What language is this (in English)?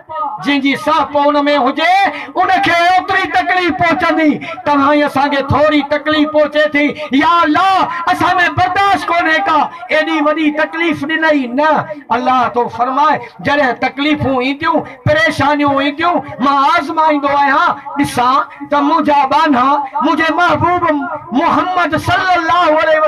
Sindhi